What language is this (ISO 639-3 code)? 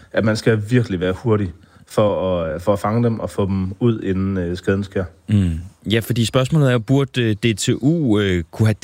dan